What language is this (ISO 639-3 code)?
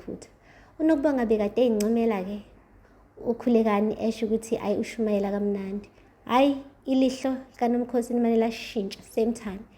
zul